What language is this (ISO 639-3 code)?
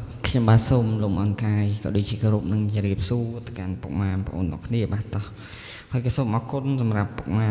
khm